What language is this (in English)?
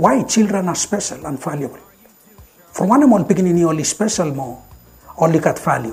Bislama